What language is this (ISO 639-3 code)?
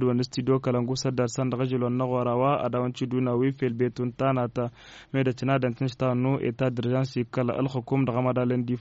taq